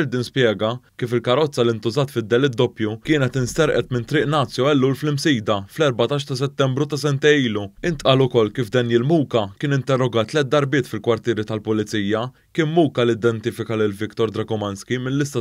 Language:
Maltese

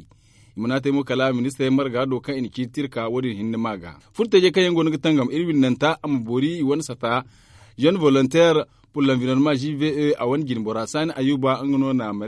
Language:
Zarma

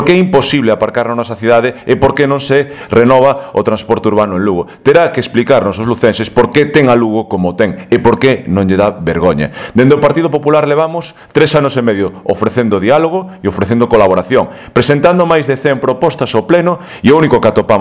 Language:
Galician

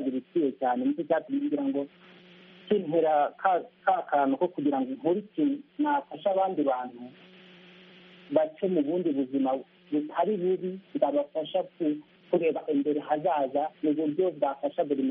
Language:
Kinyarwanda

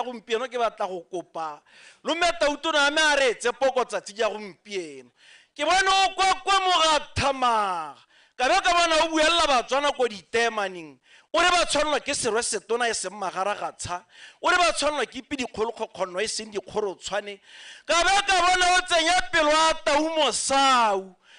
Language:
Tswana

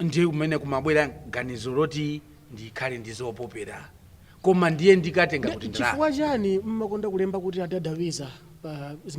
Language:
Nyanja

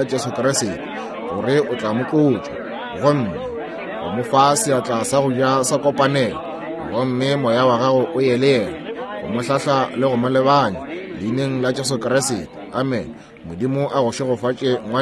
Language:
Northern Sotho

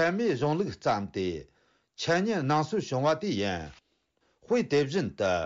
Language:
Tibetan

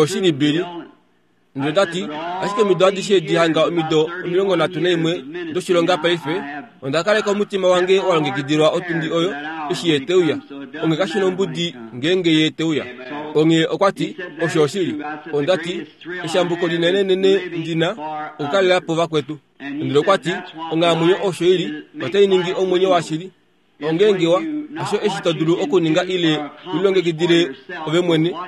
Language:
Kuanyama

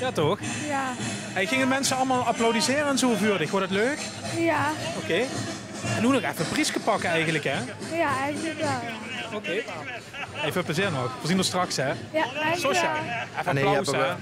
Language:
Limburgish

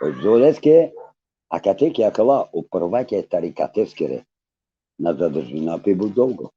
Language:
Balkan Romani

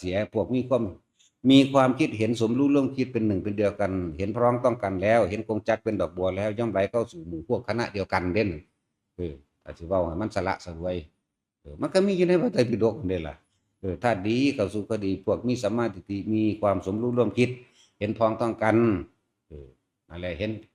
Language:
Northeastern Thai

